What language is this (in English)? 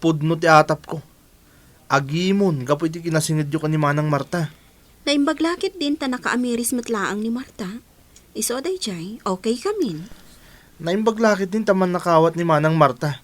Iloko